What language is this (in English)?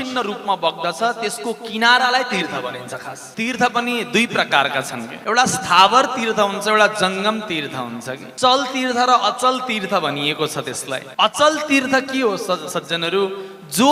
Nepali